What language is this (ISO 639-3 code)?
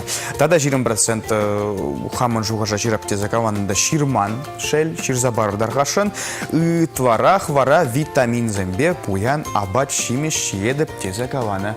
chv